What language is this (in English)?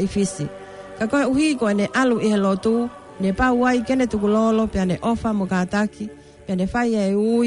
Tongan